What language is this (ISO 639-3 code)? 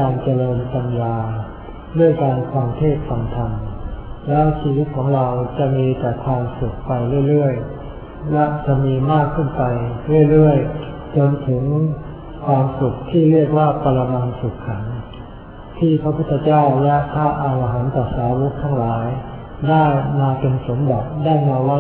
tha